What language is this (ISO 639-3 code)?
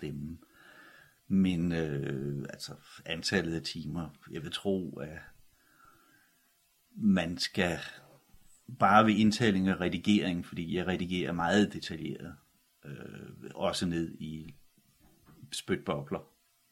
dan